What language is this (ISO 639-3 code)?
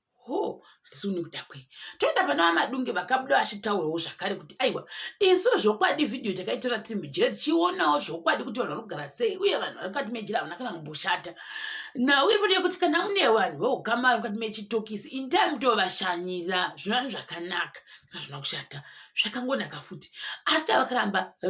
sna